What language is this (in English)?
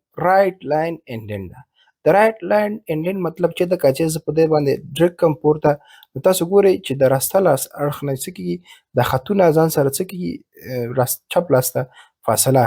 Pashto